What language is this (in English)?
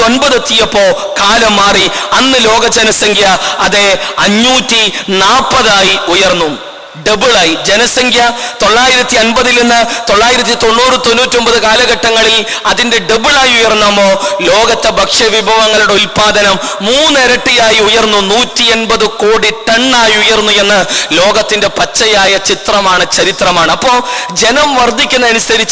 Malayalam